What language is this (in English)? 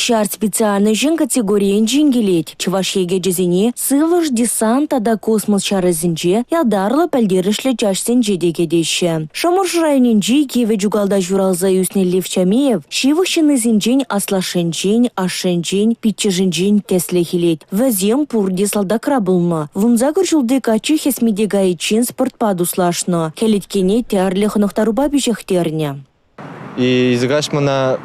Chuvash